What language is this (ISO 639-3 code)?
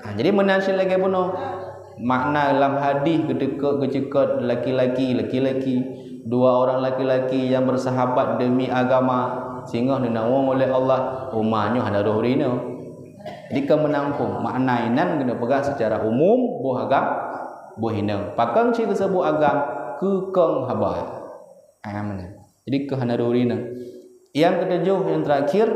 ace